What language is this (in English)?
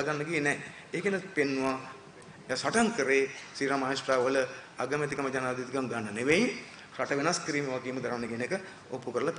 Sinhala